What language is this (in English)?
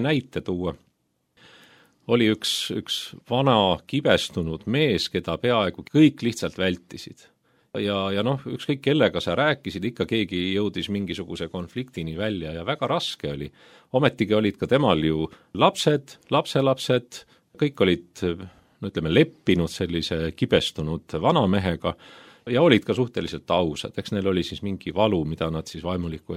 Estonian